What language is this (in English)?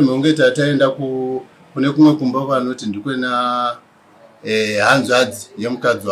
Shona